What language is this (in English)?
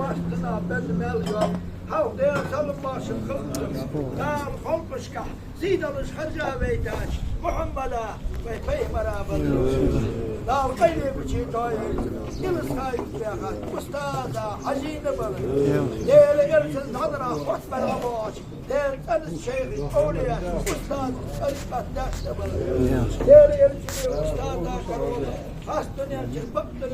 Ingush